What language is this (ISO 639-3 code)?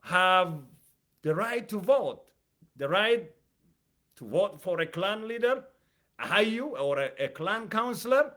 eng